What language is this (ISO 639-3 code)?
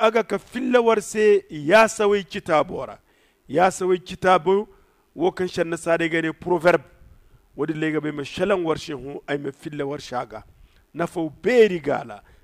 dje